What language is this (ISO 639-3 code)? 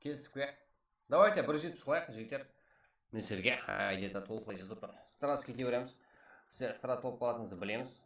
kaa